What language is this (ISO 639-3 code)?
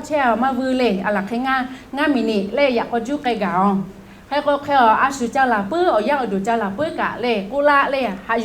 lhu